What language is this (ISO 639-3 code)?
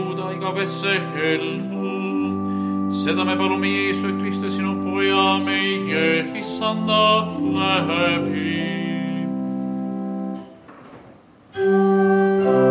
est